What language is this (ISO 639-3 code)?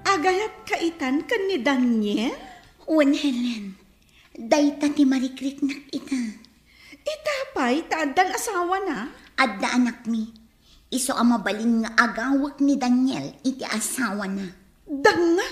ilo